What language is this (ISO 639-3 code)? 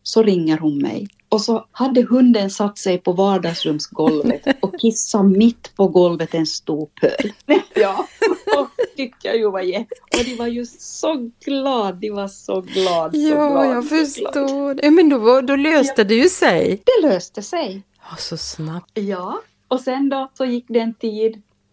swe